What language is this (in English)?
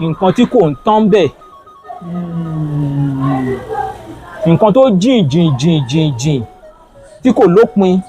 Yoruba